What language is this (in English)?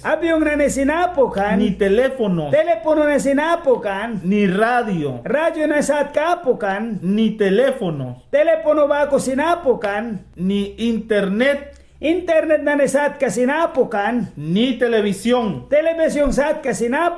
Mískito